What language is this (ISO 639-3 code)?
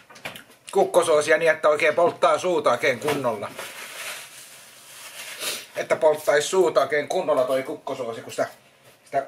fin